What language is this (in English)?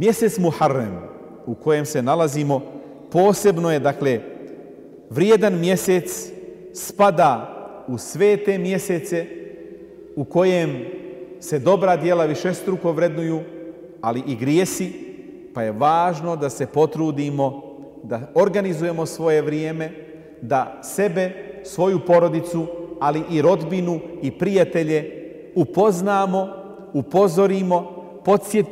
Bosnian